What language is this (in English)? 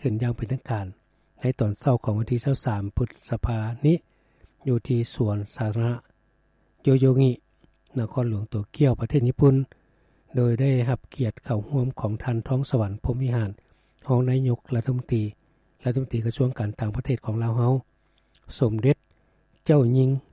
Lao